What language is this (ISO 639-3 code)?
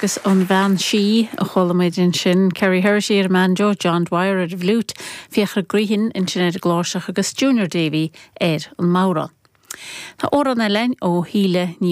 gle